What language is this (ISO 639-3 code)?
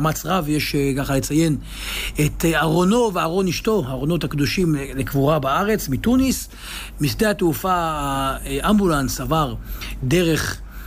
heb